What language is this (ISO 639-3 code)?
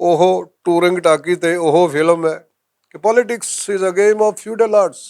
lah